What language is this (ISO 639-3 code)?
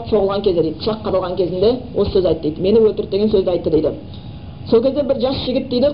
kaz